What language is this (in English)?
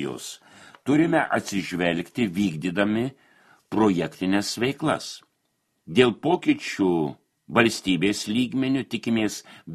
Lithuanian